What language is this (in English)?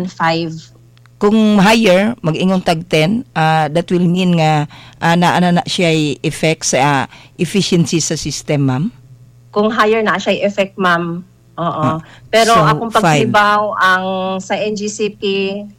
Cebuano